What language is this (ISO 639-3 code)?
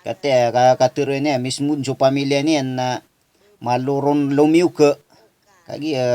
mrw